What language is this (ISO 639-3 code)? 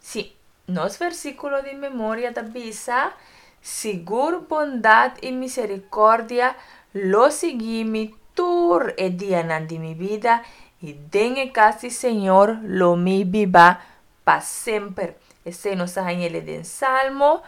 pap